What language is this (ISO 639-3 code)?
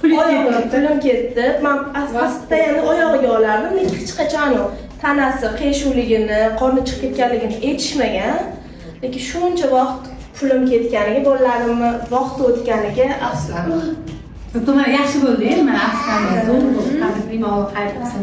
uzb